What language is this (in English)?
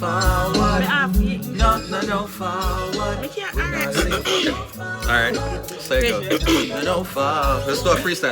Jamaican Creole English